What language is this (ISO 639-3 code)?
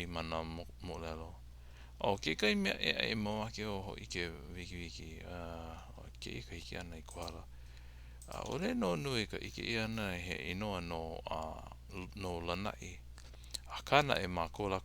haw